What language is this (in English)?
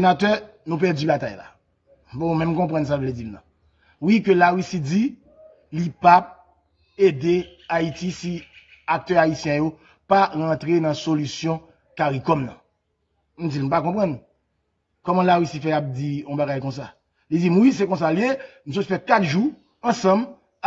Haitian Creole